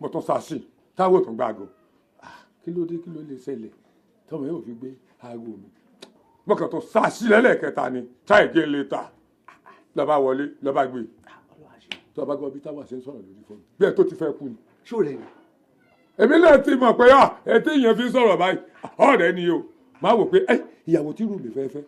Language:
Yoruba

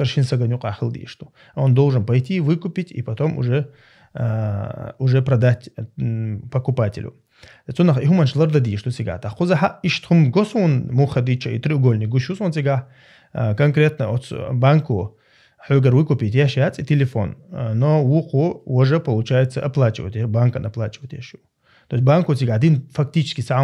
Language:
Chechen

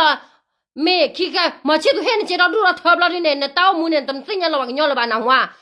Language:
S'gaw Karen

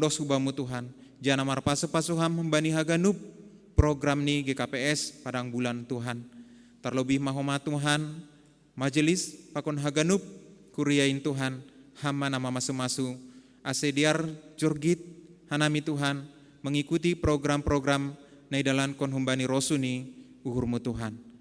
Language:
Batak Simalungun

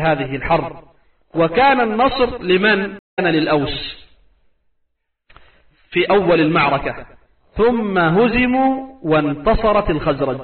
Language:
Arabic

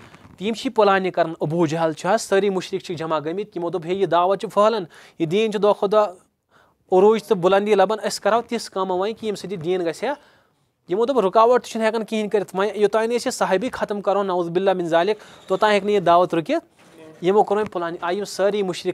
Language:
Kashmiri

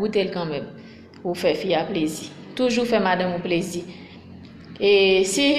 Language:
Haitian Creole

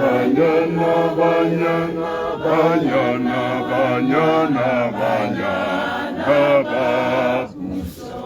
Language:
Tswana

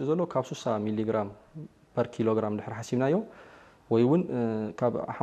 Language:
Tigrinya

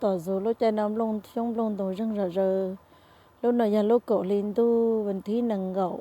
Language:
Hmong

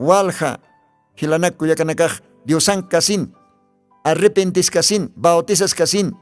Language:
Aymara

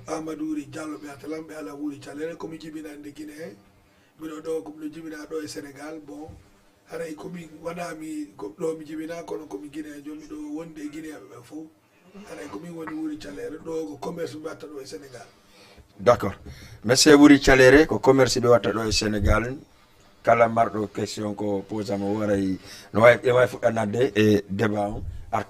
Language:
Fula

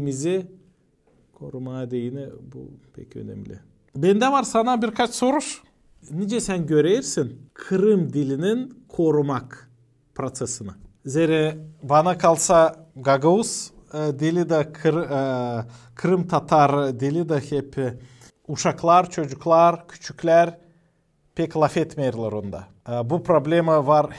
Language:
Gagauz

